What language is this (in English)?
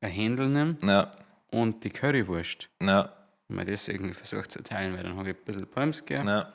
Bavarian